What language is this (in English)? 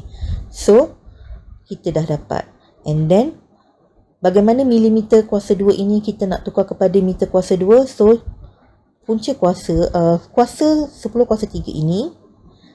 Malay